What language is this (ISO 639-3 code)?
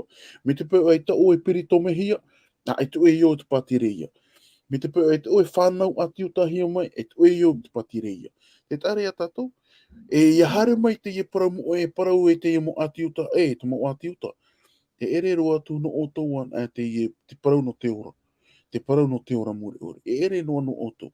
tah